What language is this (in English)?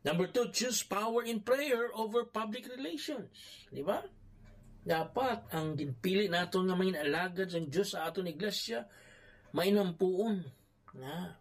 Hiligaynon